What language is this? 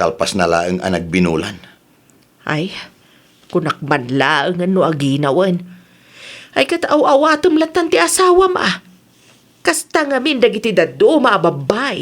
Iloko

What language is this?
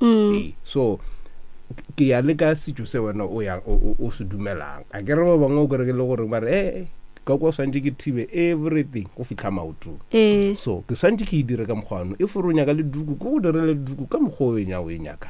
Northern Sotho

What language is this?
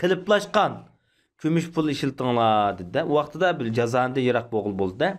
Uyghur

